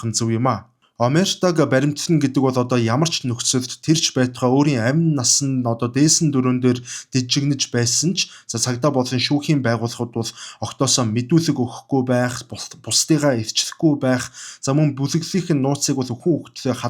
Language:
Mongolian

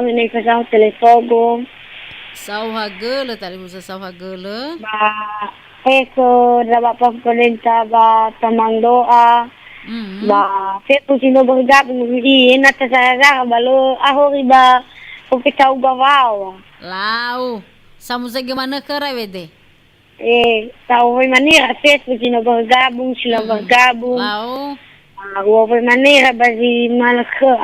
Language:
Nias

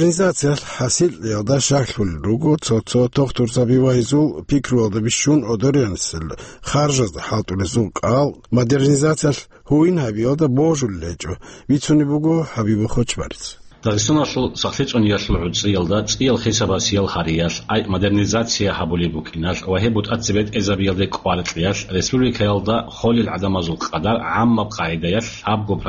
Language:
Avaric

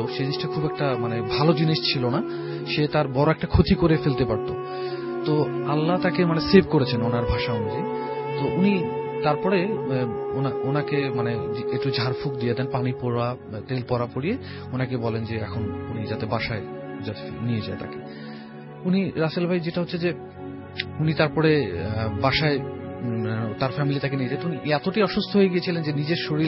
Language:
Bangla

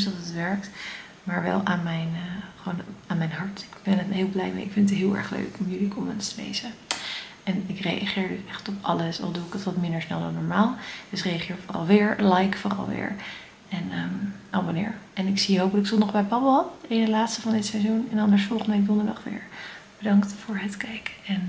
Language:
Dutch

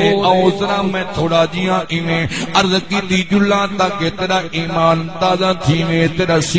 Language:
Saraiki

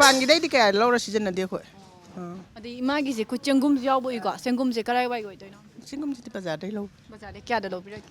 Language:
Manipuri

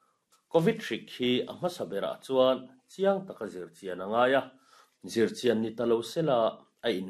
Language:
Mizo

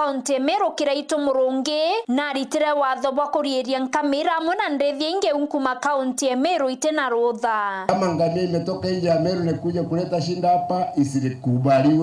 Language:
Meru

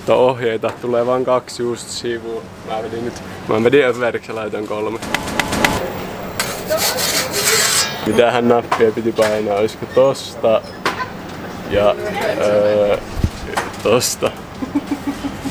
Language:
Finnish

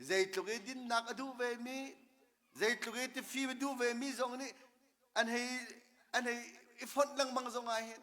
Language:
Hakha Chin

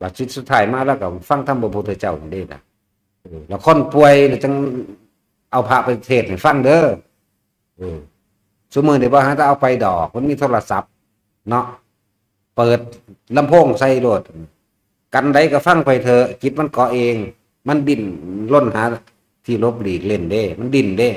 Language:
Northeastern Thai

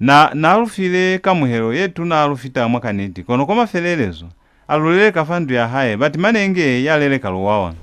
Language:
Lozi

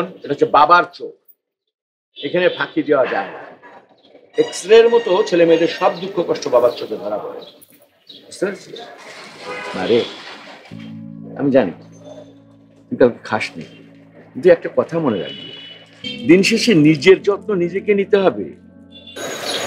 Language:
Bangla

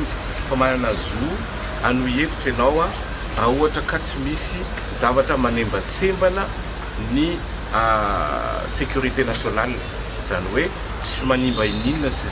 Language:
Malagasy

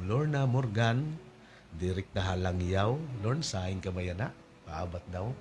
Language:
Waray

